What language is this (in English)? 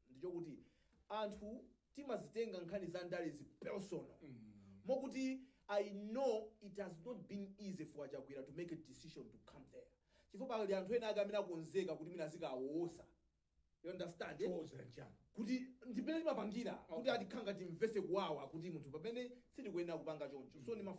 Nyanja